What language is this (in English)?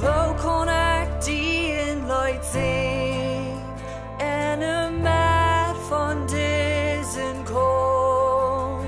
Plautdietsch